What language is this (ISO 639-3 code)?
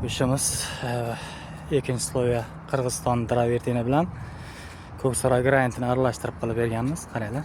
uzb